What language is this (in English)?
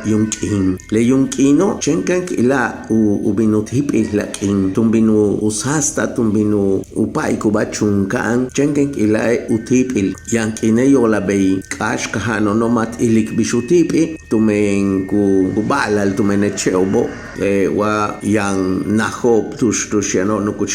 Yucateco